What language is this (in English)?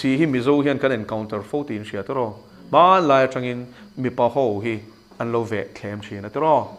Mizo